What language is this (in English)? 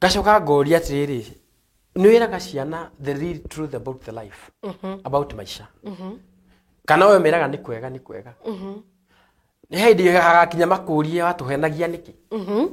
Kikuyu